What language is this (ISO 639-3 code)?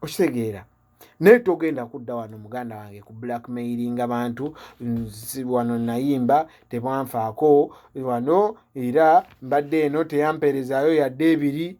lug